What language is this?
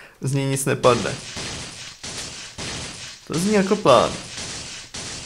Czech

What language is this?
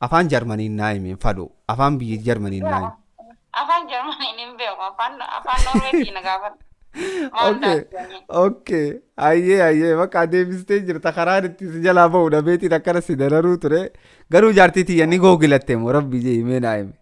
Oromo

